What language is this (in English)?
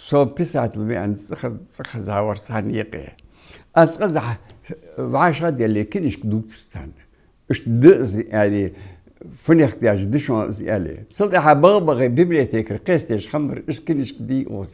Ingush